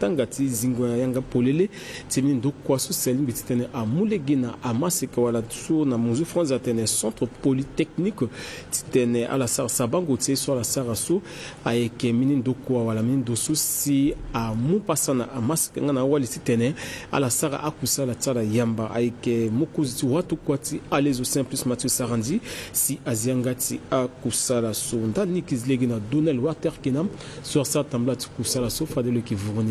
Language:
Sango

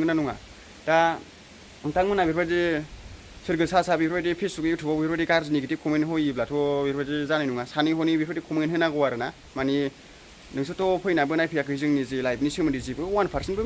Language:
Bodo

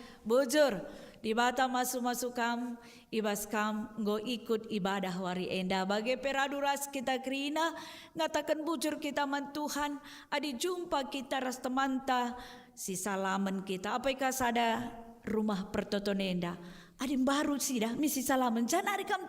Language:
Batak Karo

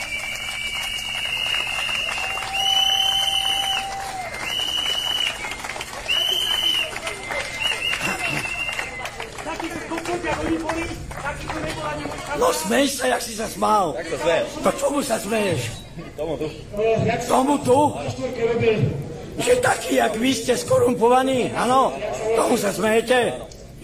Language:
Slovak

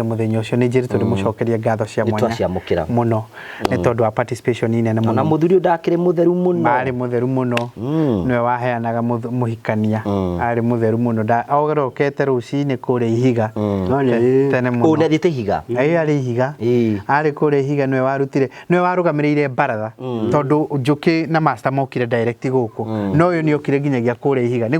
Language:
Kikuyu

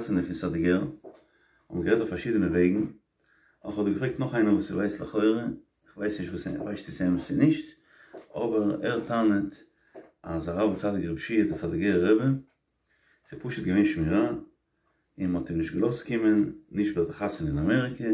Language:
Yiddish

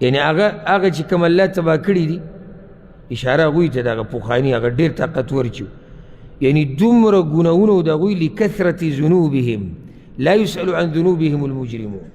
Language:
Pashto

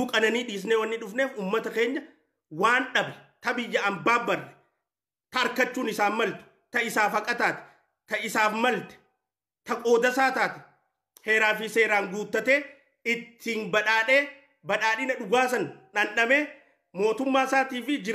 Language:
Oromo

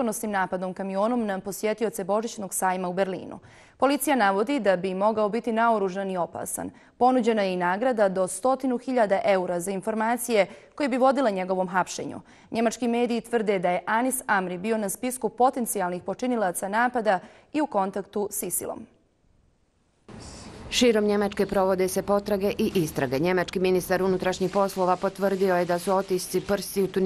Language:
Bosnian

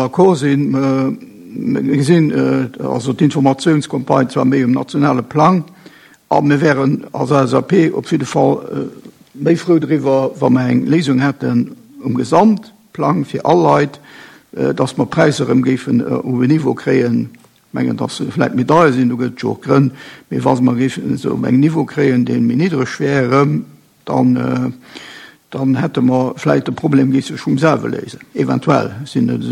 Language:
Luxembourgish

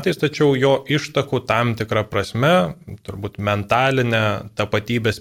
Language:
Lithuanian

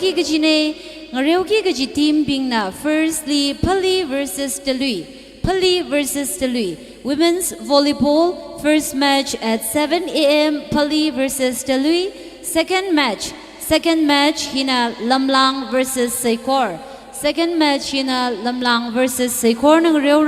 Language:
Tangkhul Naga (India)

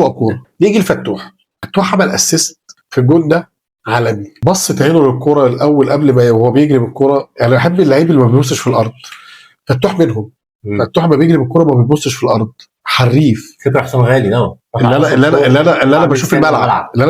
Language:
Egyptian Arabic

